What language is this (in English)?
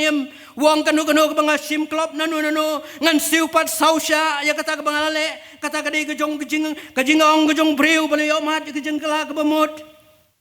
Khasi